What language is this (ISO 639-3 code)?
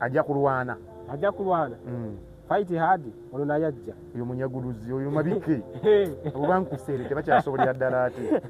lug